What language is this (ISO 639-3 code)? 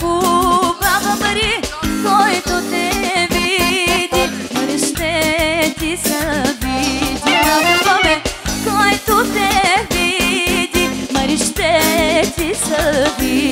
bul